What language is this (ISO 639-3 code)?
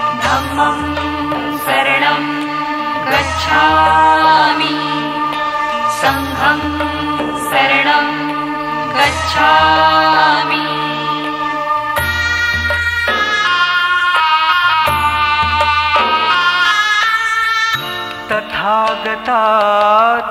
mar